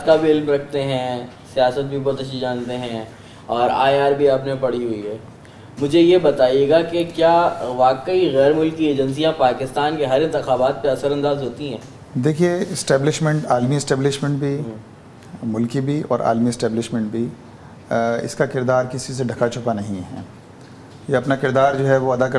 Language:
Urdu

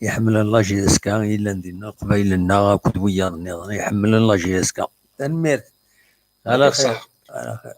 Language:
Kabyle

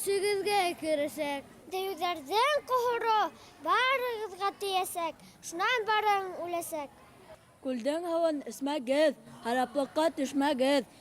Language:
Bashkir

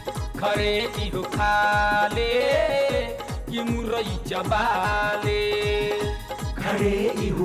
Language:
Bhojpuri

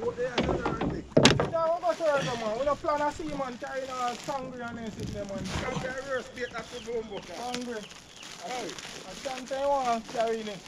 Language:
Jamaican Creole English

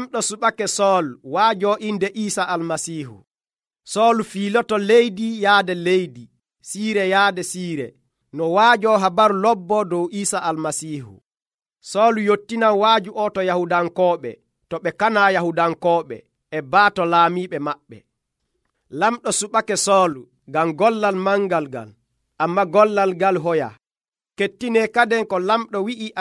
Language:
Nigerian Fulfulde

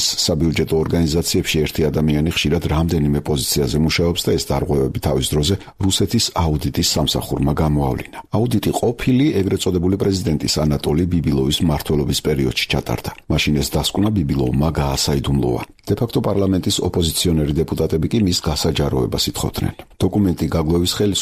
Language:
Georgian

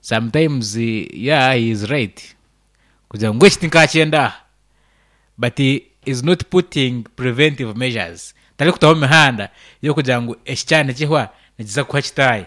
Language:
Nyankole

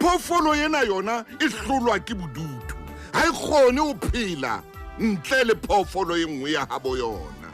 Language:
Southern Sotho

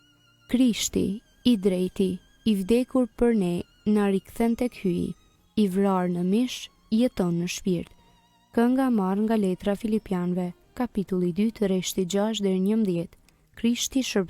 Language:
Albanian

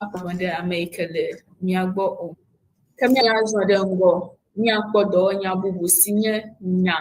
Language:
Ewe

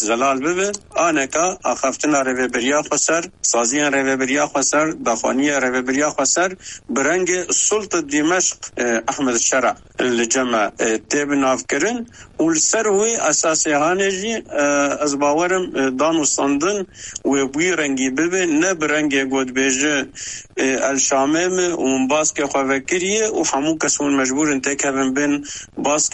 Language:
Kurdish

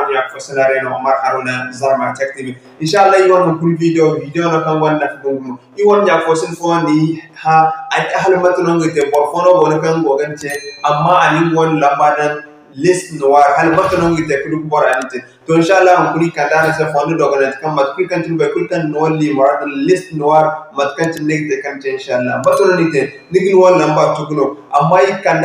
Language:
Zarma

